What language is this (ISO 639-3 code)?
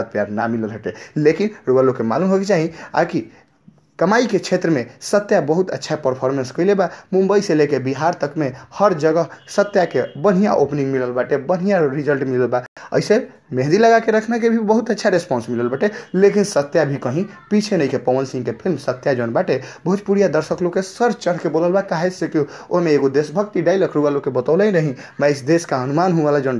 bho